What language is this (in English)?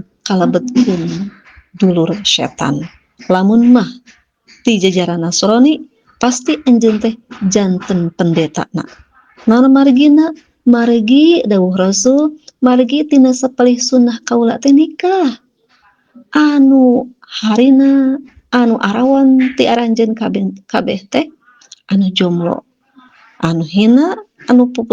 Sundanese